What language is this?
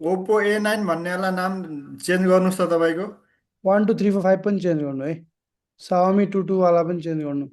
Nepali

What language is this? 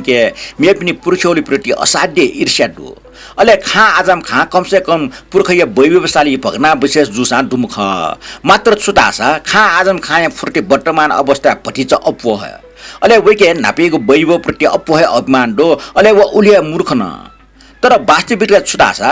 Newari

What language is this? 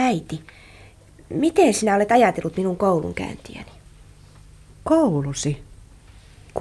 Finnish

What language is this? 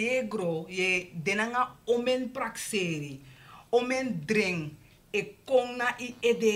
Sranan Tongo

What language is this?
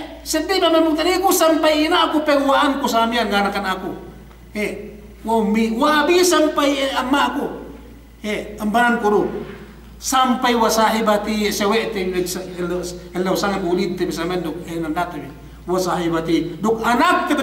Yakan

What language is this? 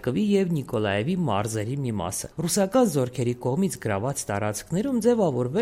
Armenian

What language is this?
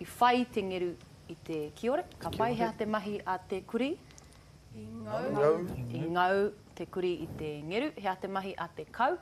Māori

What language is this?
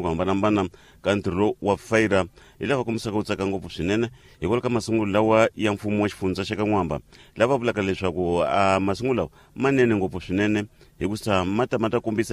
Tsonga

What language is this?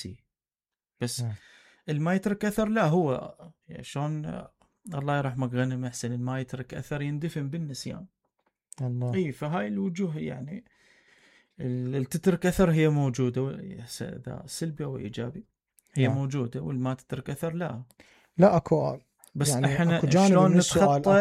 Mesopotamian Arabic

